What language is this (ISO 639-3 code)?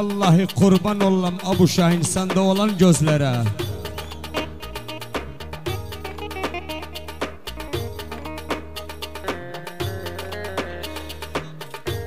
tur